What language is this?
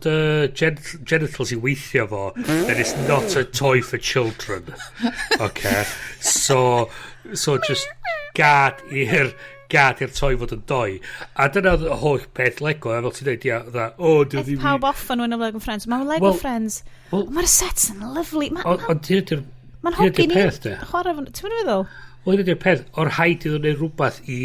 Welsh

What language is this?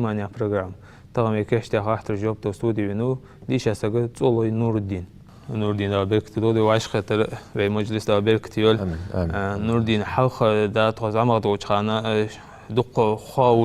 Ingush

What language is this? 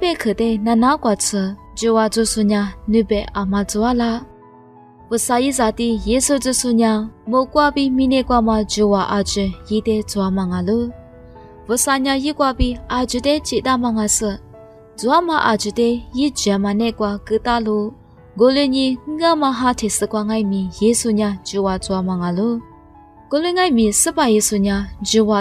Lisu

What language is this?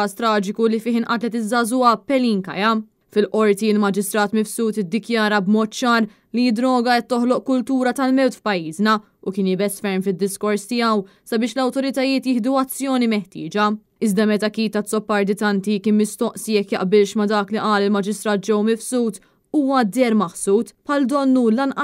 Maltese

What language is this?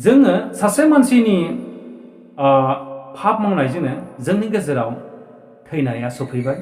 Bodo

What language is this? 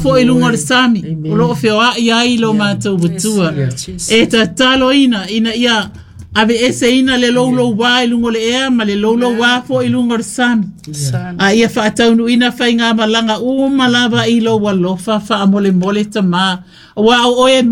Samoan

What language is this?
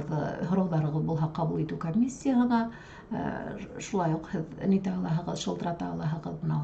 Bashkir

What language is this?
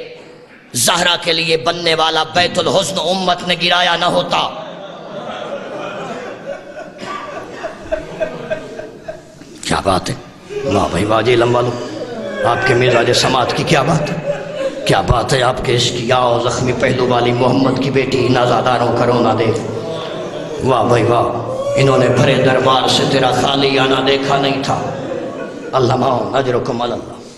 Urdu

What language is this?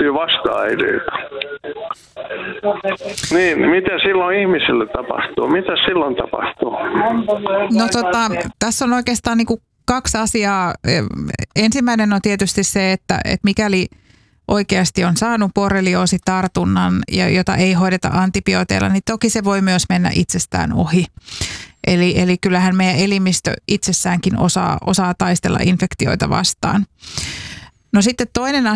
Finnish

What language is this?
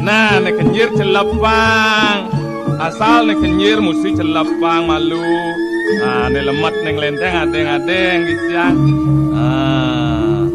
Balinese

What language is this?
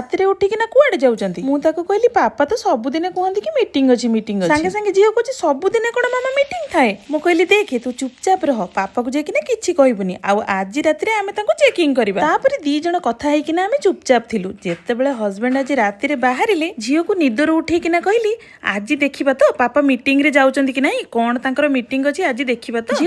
Odia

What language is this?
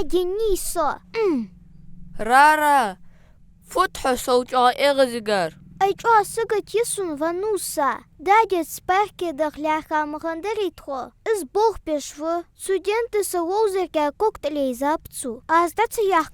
Ingush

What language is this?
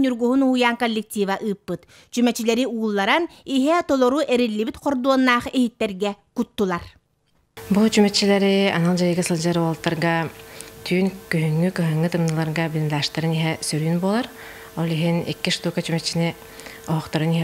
Yakut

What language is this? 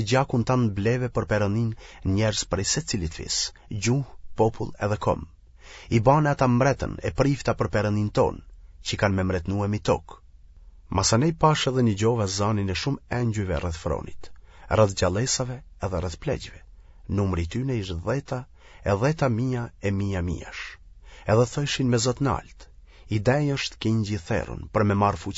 Albanian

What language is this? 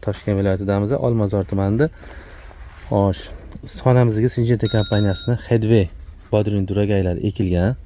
Uzbek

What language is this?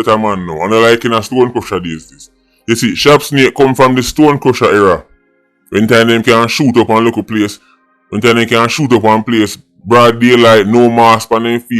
Jamaican Creole English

